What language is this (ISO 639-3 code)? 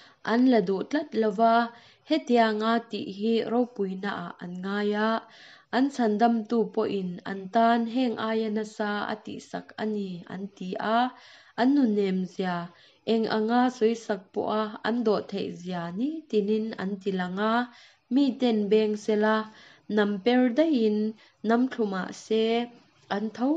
lus